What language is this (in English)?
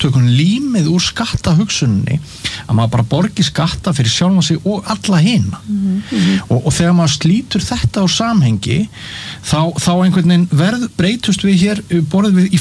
Icelandic